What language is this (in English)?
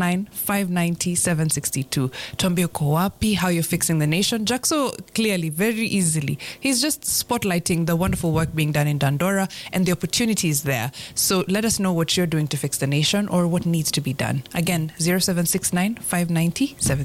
Swahili